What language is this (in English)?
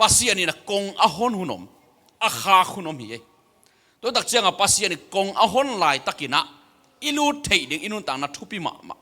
Tedim Chin